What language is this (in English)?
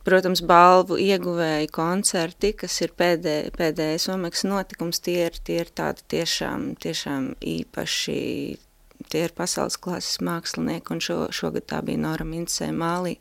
Latvian